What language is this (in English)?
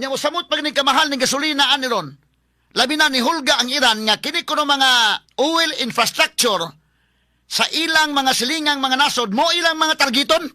Cebuano